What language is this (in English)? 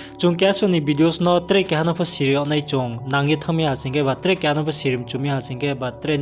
Riang (India)